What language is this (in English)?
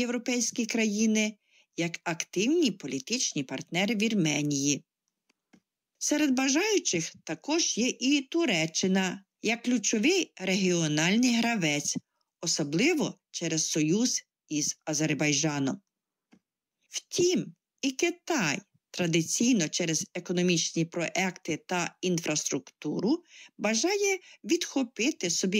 Ukrainian